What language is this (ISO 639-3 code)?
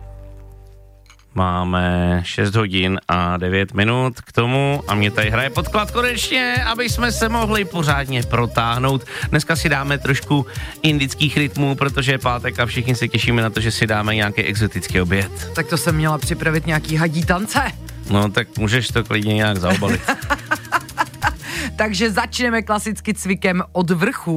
ces